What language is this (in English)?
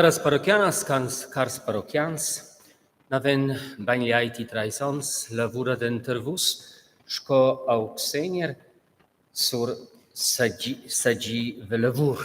Romansh